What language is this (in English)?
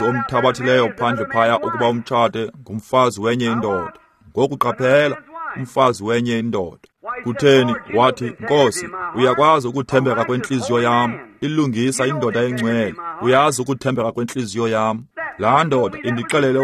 Xhosa